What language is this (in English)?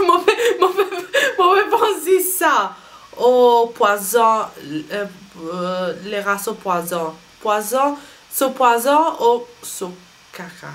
Morisyen